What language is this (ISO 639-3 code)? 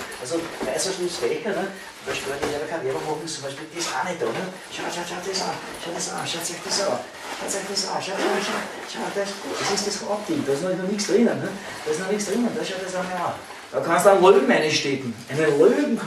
bar